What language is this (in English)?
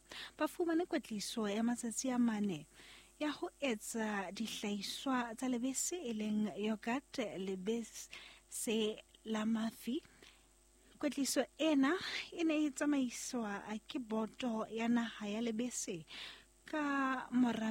Southern Sotho